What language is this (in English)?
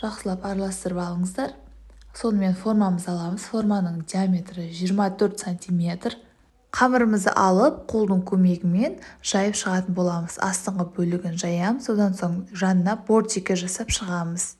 Kazakh